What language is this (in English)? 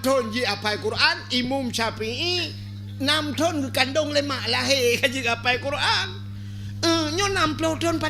Achinese